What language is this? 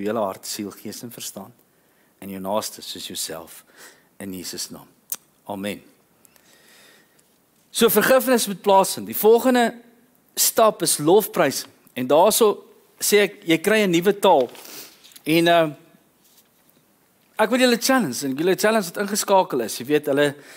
Afrikaans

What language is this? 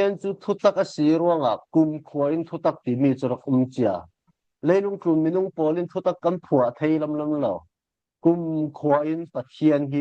Falam Chin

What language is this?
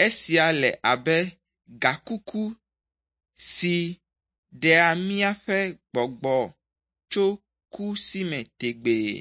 Ewe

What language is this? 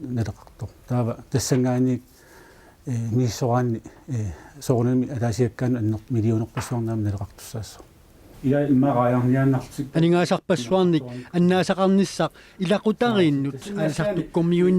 Kalaallisut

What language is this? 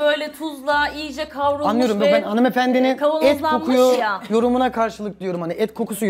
Turkish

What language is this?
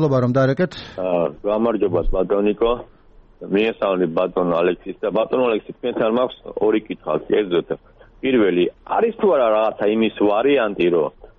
Georgian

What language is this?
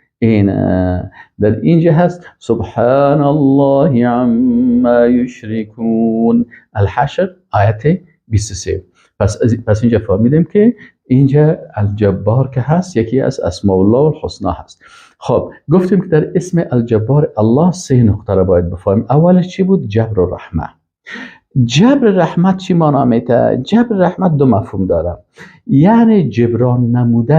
Persian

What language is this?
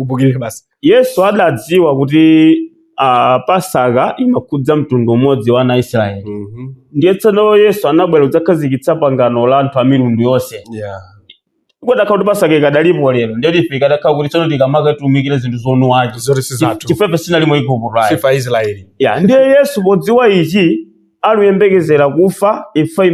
Nyanja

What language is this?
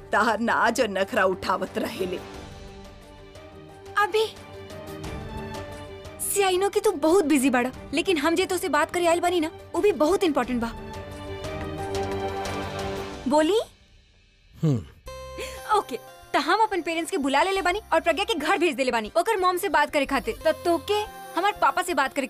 Bhojpuri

